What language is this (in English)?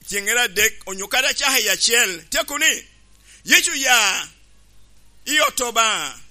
Lango (Uganda)